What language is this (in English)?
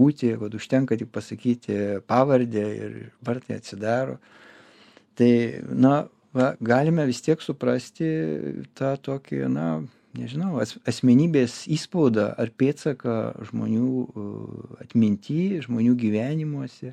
Lithuanian